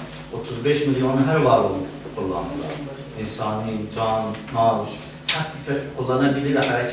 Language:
South Azerbaijani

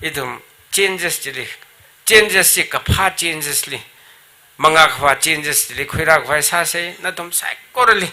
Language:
Tangkhul Naga (India)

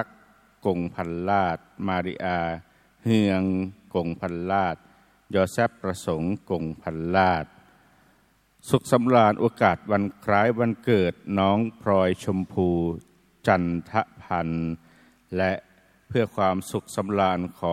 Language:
Thai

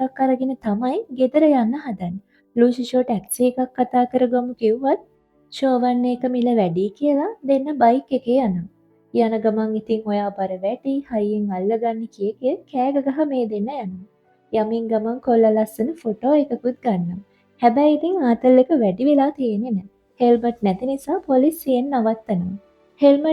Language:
Sinhala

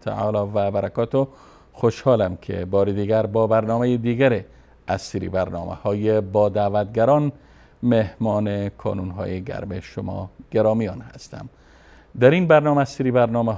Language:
Persian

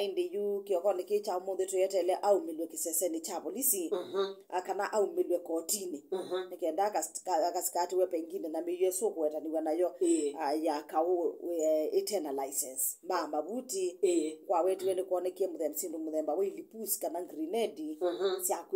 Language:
Kamba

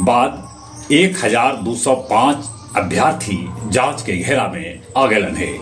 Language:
Magahi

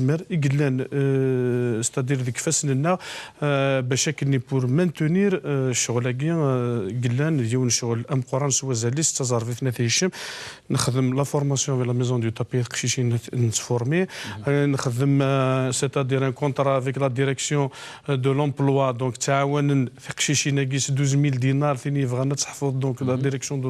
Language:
Kabyle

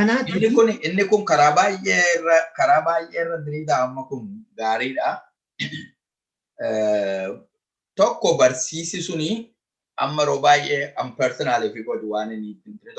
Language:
Oromo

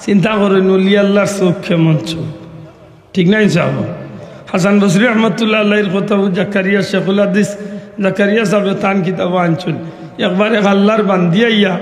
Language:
Sylheti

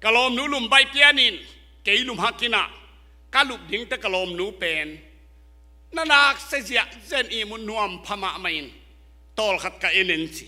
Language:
Tedim Chin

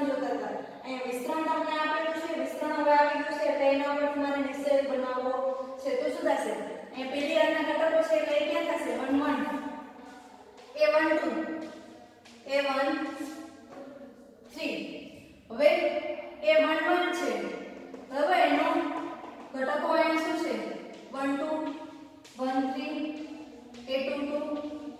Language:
Gujarati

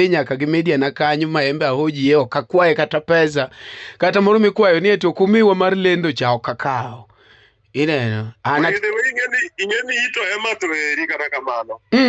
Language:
Luo (Kenya and Tanzania)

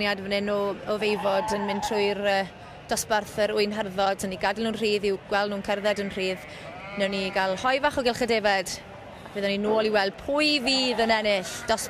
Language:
Welsh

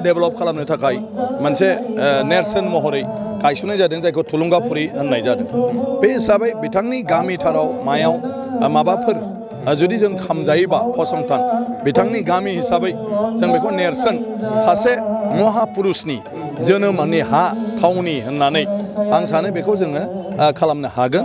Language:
Bodo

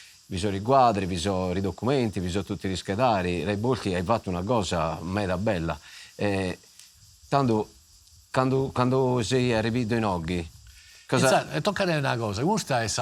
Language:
Sardinian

